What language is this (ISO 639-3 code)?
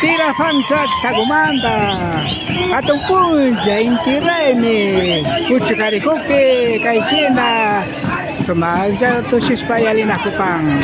qvi